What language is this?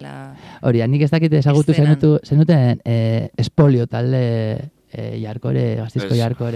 Basque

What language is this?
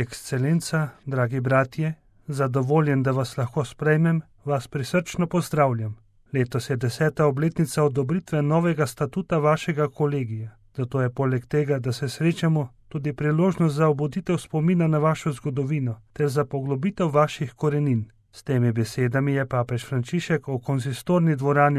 Slovenian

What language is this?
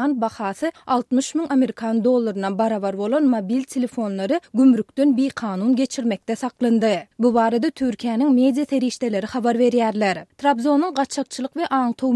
Turkmen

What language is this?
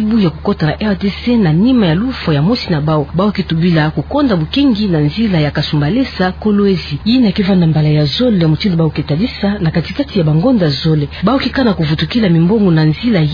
Kituba (Democratic Republic of Congo)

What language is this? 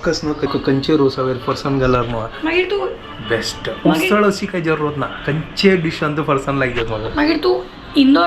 Konkani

